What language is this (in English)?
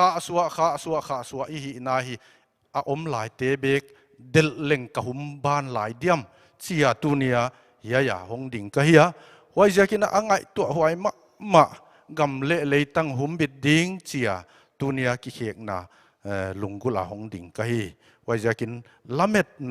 Paite Chin